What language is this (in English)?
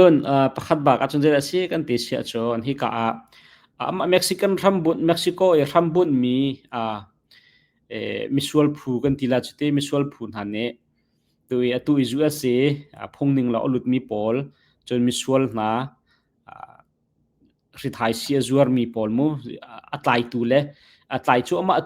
Hakha Chin